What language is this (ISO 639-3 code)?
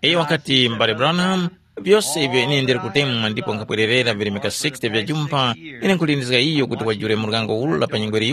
tum